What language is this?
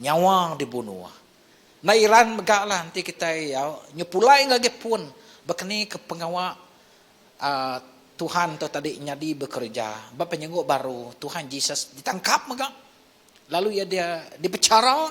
Iban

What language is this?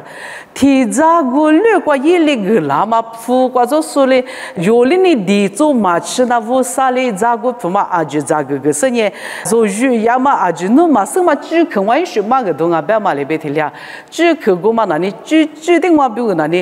Lisu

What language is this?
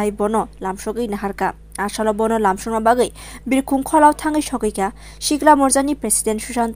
Kok Borok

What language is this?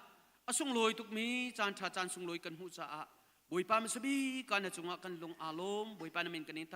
Hakha Chin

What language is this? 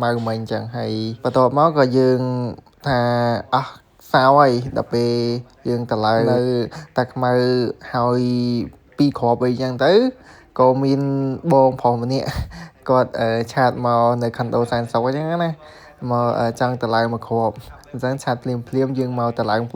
Khmer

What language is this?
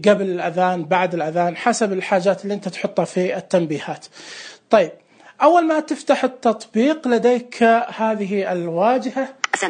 Najdi Arabic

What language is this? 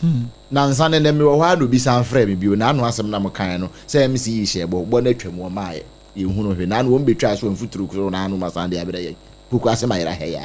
Akan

